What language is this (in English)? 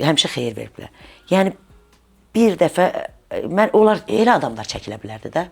Azerbaijani